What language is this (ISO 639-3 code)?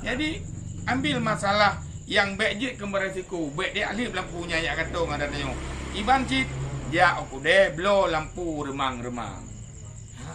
ace